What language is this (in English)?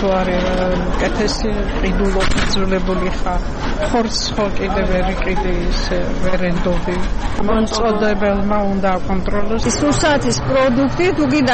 Georgian